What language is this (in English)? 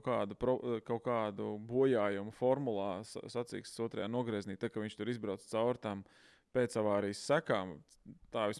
Latvian